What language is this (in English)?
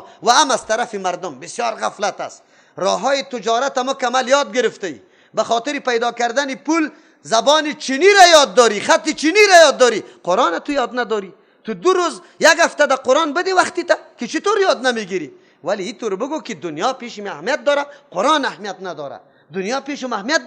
Persian